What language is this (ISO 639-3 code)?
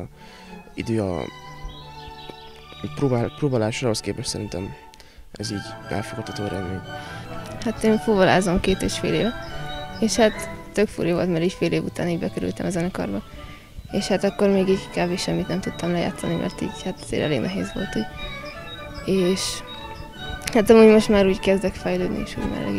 hun